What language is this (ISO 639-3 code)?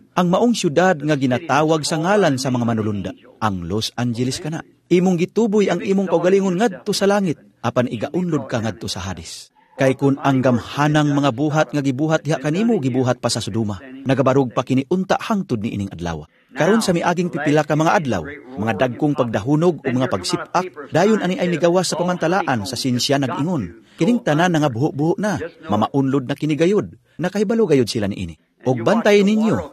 ceb